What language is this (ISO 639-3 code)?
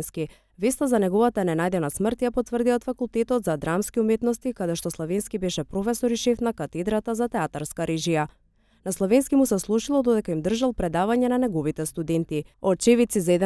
mkd